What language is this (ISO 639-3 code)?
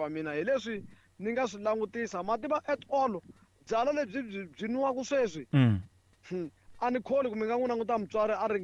tso